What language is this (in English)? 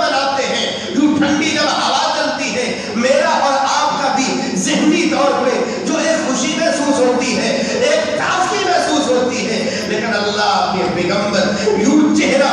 Urdu